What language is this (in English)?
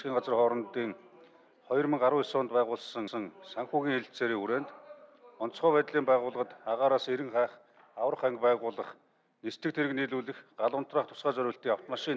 Mongolian